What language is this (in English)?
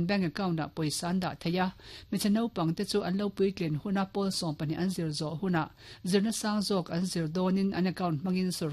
Mizo